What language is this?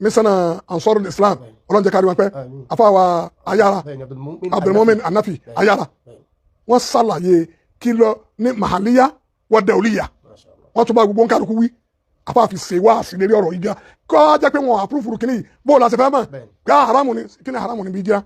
Yoruba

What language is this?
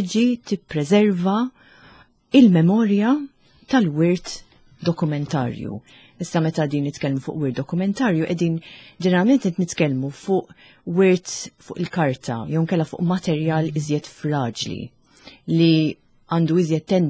Maltese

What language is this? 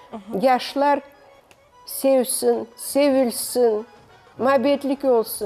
Crimean Tatar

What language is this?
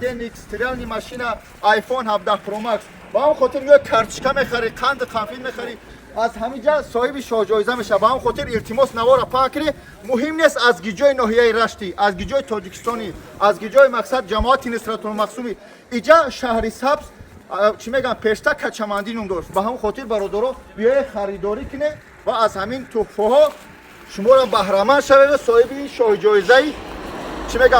Tajik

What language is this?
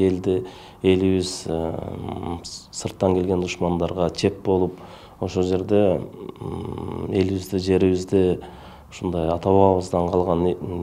Kyrgyz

